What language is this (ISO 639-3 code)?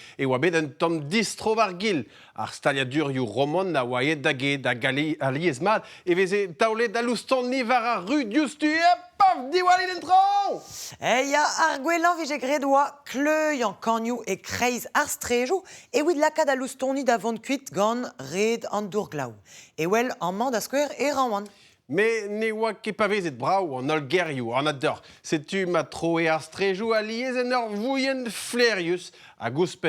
bre